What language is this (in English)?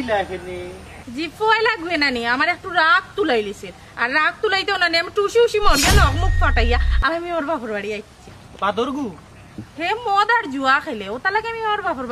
Sylheti